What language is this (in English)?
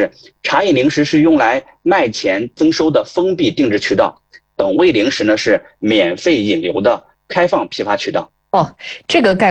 Chinese